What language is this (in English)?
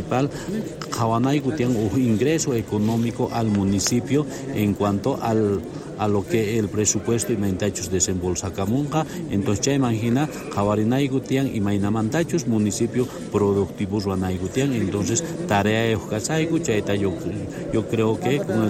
South Bolivian Quechua